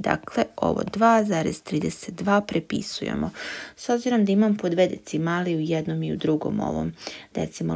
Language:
Serbian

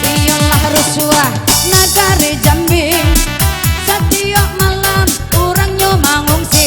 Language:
Minangkabau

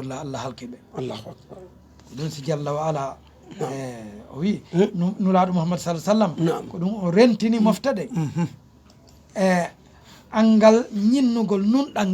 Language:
Fula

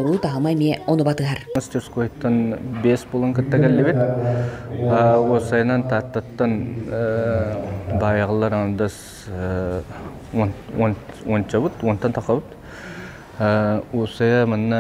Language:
Yakut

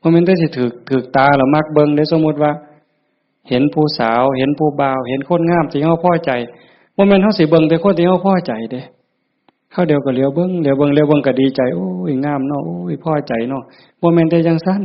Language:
Northeastern Thai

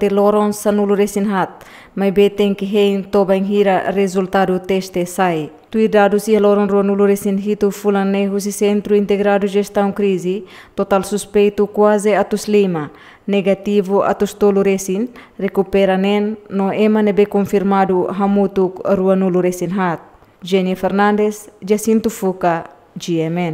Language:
Tetum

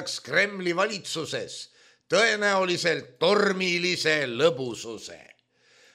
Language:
Estonian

